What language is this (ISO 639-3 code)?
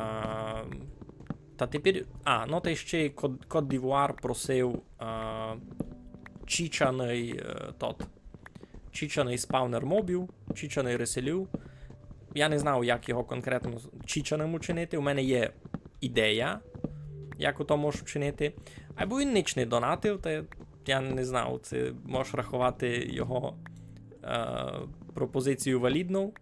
rue